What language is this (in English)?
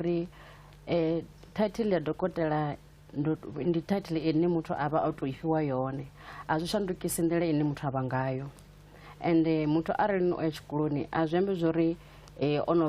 Venda